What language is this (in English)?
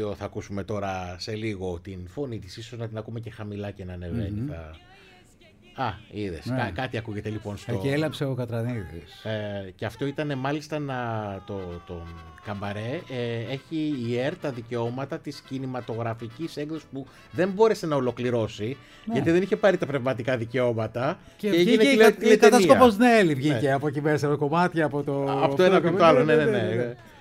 Greek